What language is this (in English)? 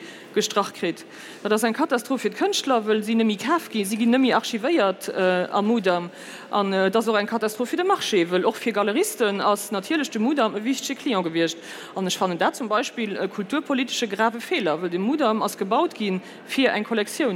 Luxembourgish